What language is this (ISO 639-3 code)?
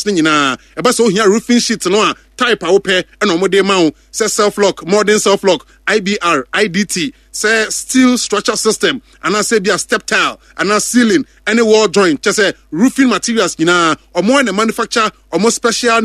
aka